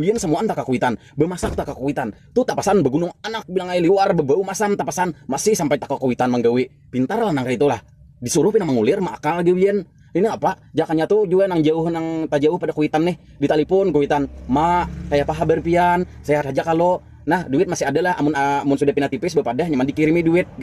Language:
Banjar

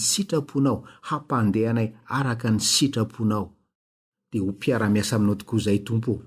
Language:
Malagasy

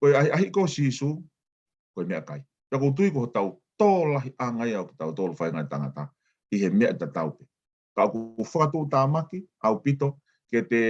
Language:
Tongan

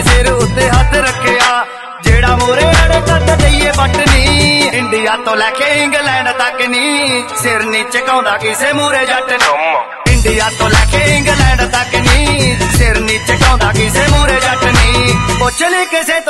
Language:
Punjabi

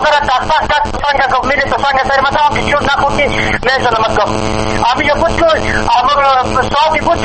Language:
Persian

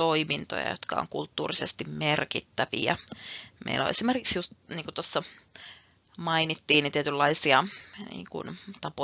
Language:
Finnish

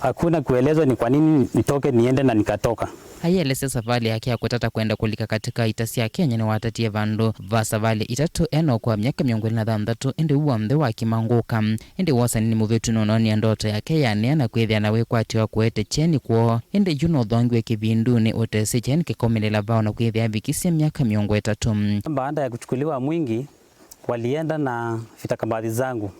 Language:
Kamba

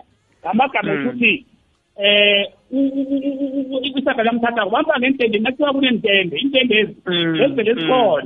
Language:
South Ndebele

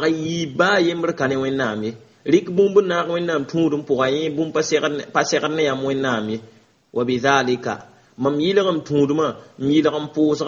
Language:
Mossi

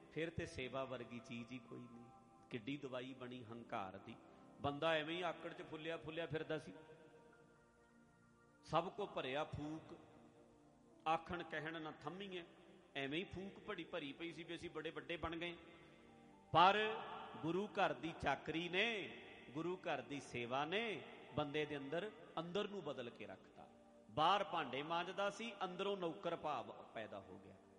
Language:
Punjabi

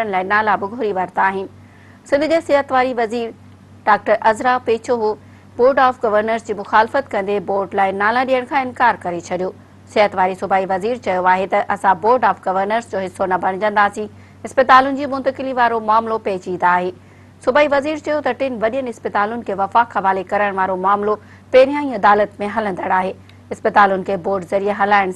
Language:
Sindhi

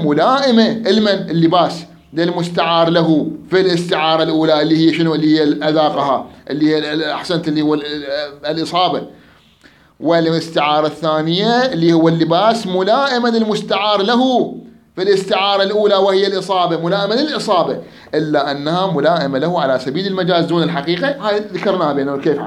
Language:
Mesopotamian Arabic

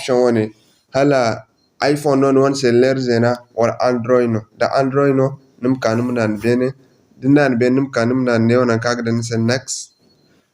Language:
Zarma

